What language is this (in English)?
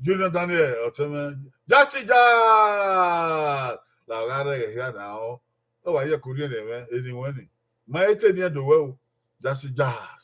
Bini